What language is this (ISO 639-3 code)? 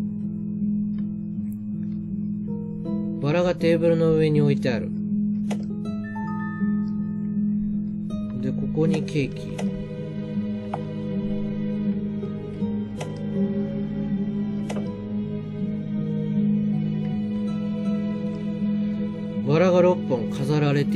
jpn